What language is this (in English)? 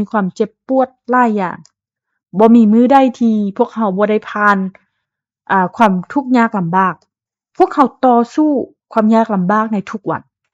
Lao